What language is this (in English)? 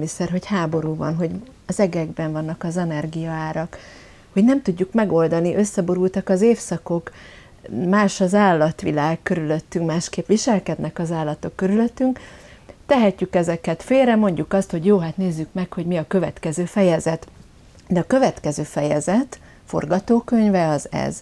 Hungarian